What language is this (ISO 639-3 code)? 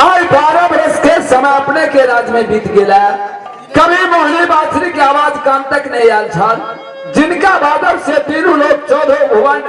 mai